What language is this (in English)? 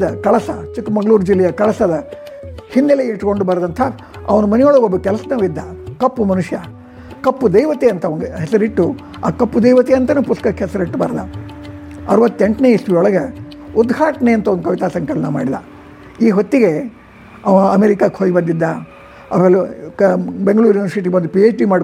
Kannada